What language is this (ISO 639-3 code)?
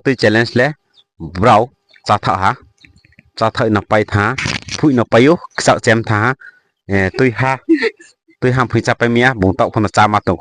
ria